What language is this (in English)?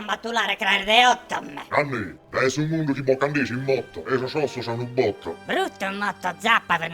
Sardinian